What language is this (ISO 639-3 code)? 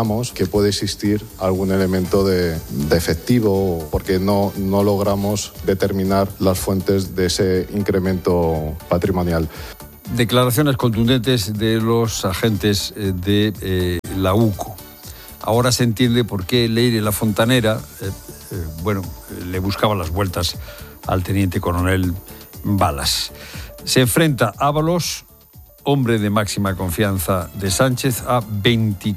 spa